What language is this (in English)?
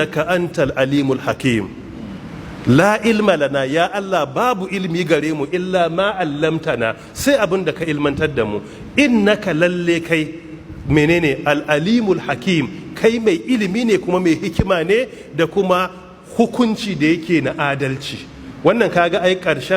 Hausa